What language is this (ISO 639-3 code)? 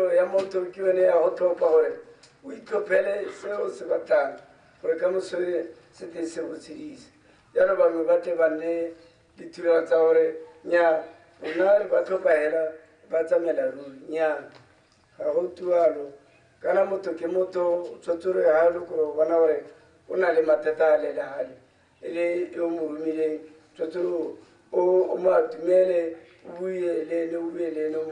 tsn